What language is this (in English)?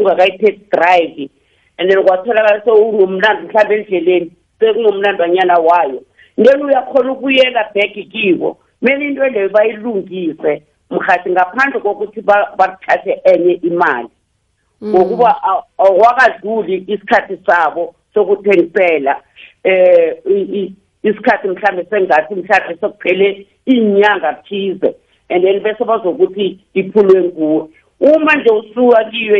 South Ndebele